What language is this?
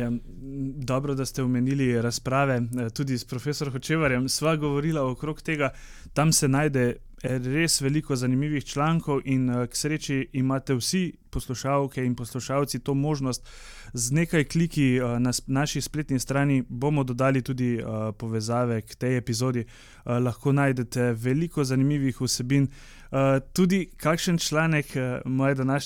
Slovenian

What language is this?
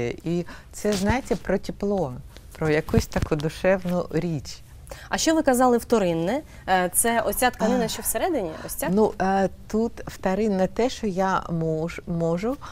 Ukrainian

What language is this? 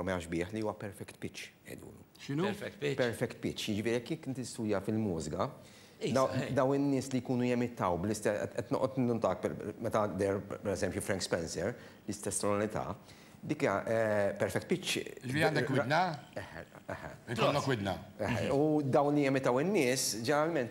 Maltese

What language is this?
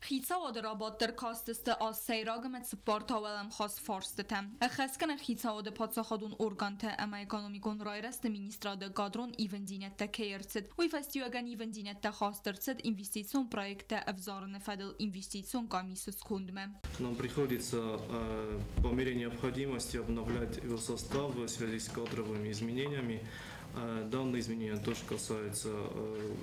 Ossetic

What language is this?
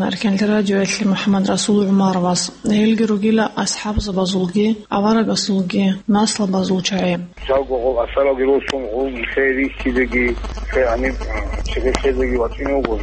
Avaric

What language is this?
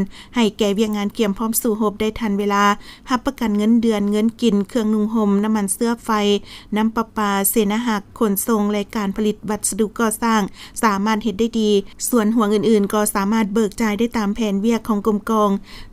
Lao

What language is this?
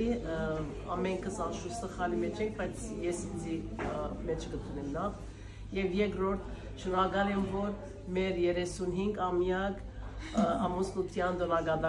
Western Armenian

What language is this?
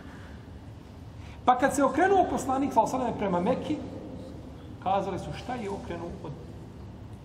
Bosnian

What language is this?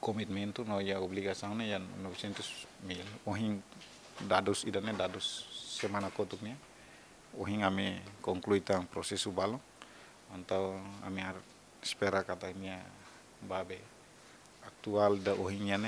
Tetum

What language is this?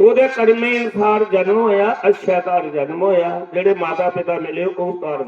Dogri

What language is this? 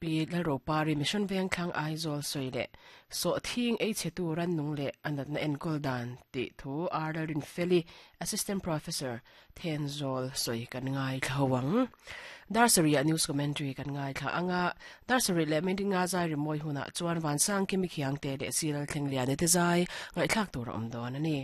Mizo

